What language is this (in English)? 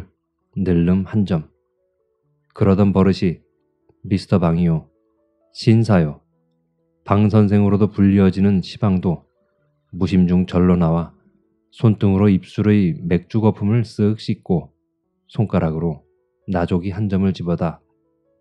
Korean